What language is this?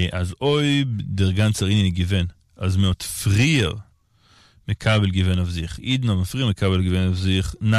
Yiddish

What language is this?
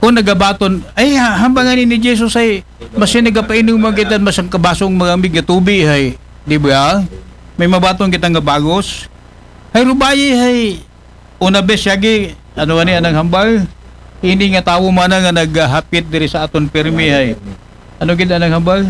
Aklanon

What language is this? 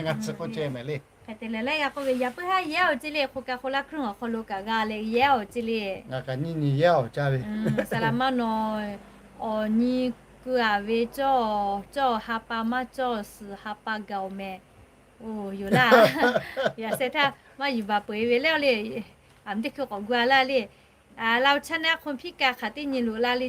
Lahu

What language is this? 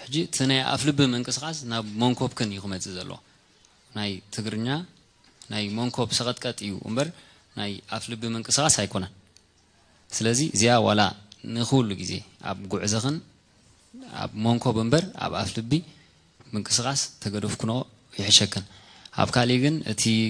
Tigrinya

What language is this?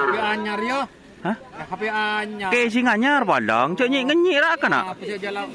Madurese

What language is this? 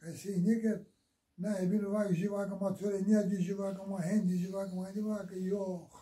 Zaza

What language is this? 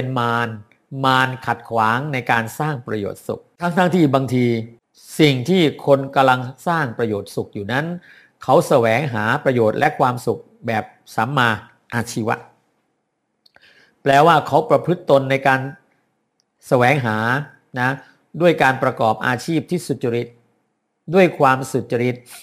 Thai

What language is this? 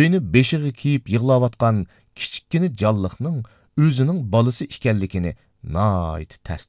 Uyghur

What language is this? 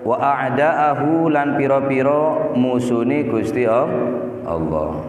Madurese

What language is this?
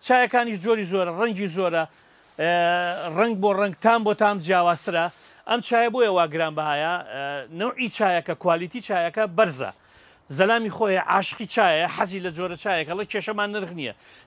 Central Kurdish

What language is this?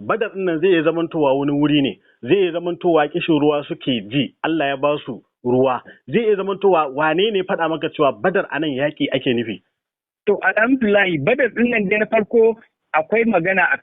Hausa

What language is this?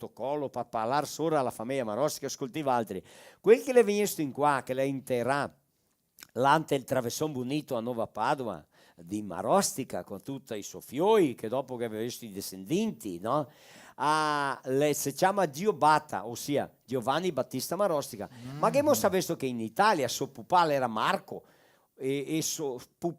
Venetian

